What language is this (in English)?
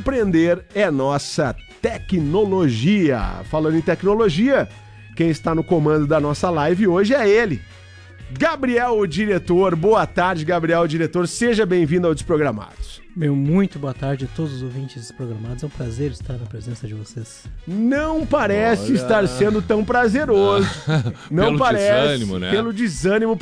Portuguese